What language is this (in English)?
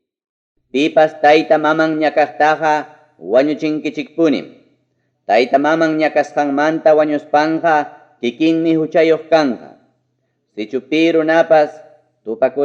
Ayacucho Quechua